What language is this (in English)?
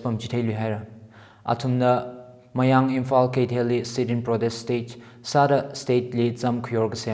Tangkhul Naga (India)